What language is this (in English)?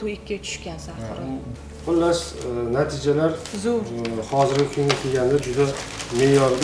Uzbek